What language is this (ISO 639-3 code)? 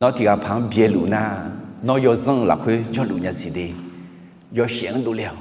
ahk